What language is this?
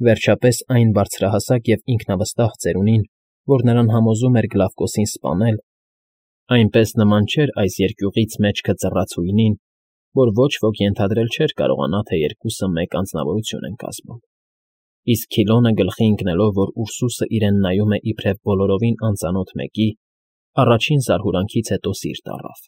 Armenian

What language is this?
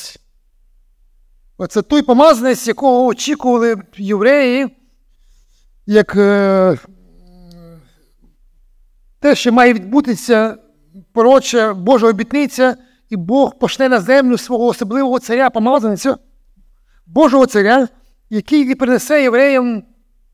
Ukrainian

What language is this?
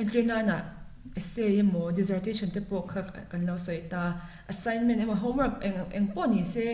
Mizo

